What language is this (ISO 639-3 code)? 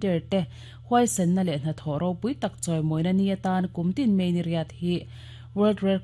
lus